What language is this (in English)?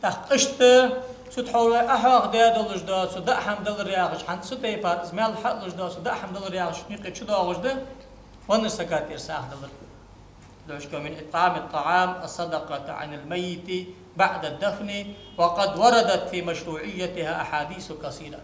Ingush